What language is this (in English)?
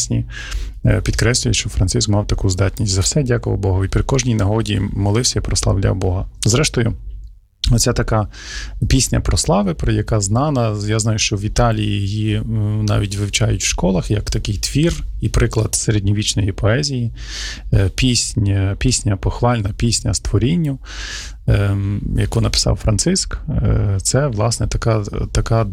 Ukrainian